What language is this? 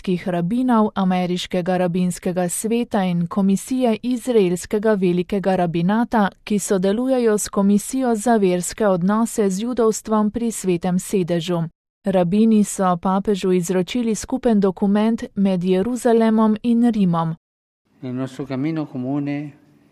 Slovenian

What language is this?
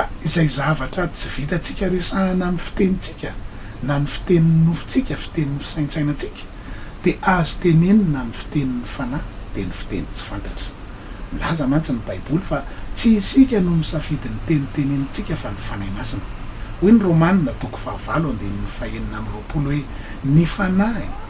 Malagasy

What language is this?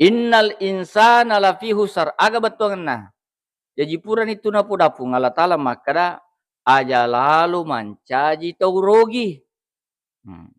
Buginese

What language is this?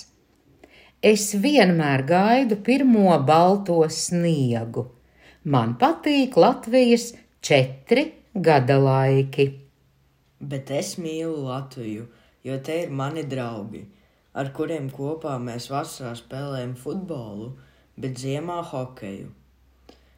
Latvian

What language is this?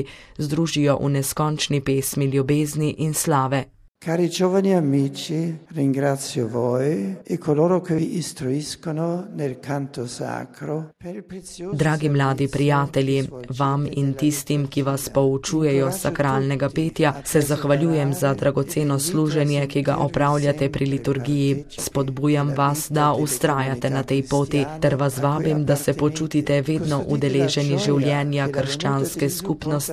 Slovenian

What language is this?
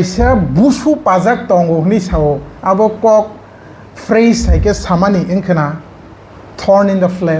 Kok Borok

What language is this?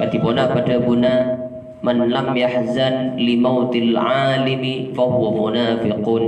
Madurese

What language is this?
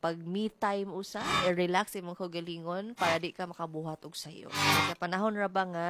Cebuano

